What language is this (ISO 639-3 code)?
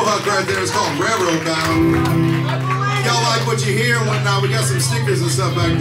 eng